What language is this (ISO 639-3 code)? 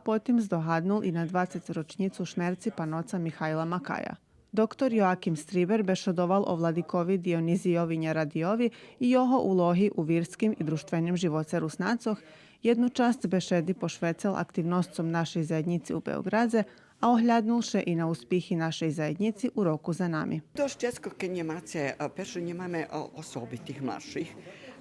rue